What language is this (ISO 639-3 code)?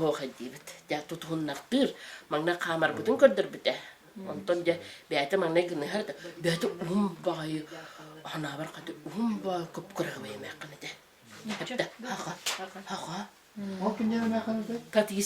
sah